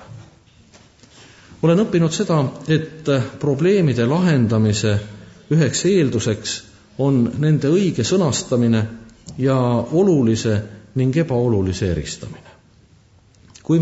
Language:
Estonian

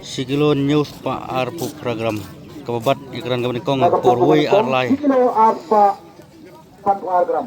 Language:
Khasi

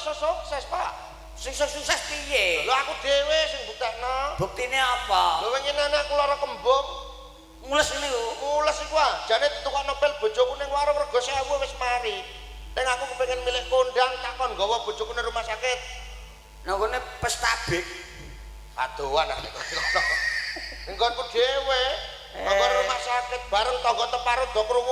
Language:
Javanese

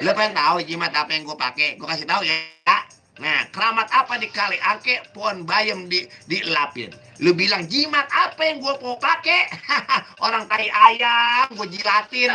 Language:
Betawi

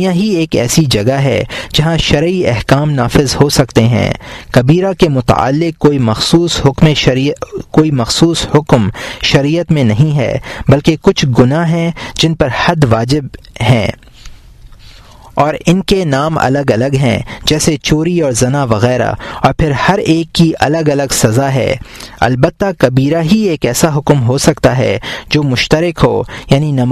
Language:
Urdu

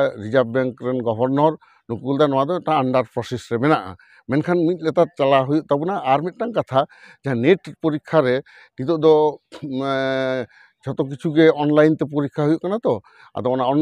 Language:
Santali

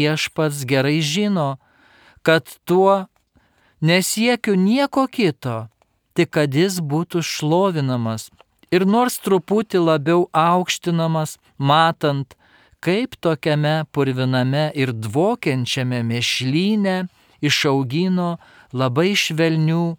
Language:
Lithuanian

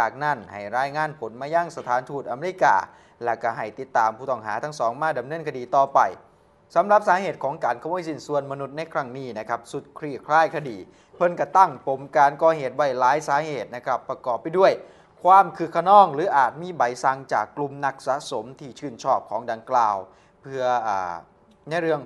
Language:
Thai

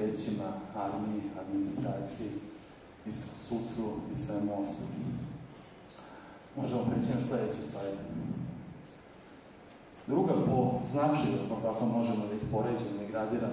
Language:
Serbian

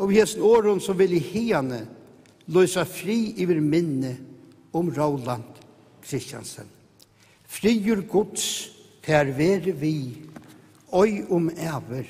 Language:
Faroese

